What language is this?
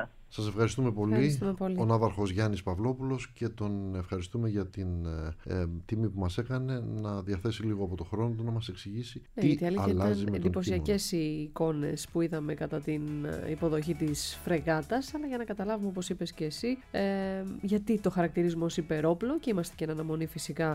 Greek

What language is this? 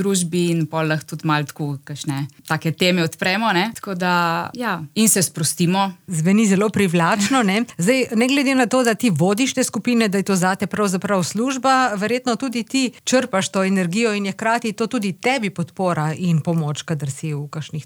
Slovenian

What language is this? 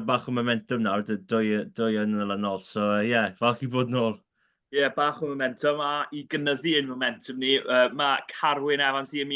Welsh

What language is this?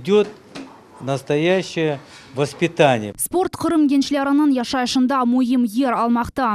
Crimean Tatar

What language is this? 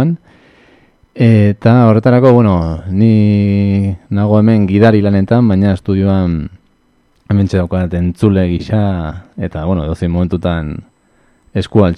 Basque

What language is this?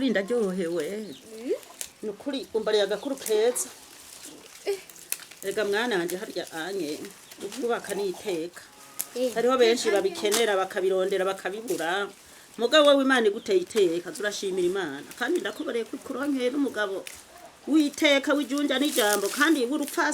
Rundi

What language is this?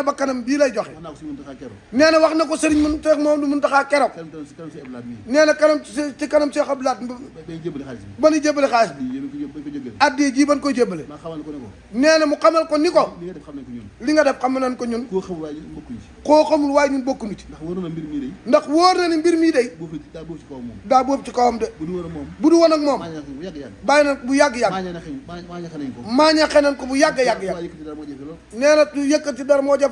Wolof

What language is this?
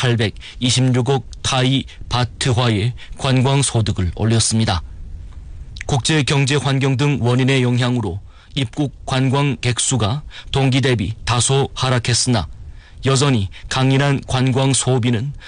Korean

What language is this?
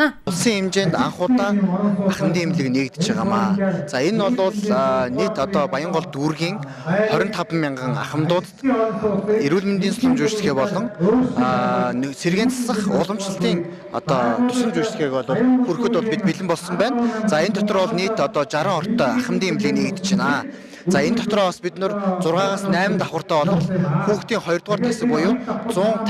Mongolian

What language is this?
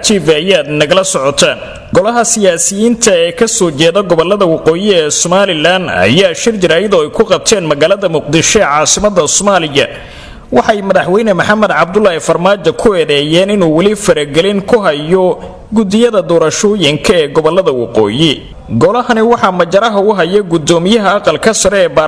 Somali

